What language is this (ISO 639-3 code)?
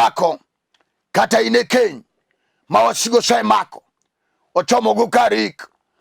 luo